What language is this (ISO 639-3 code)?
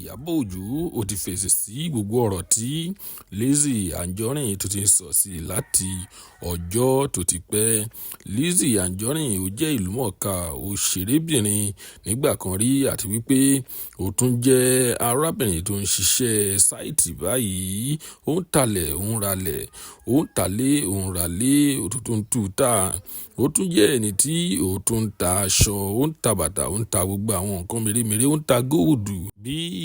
yor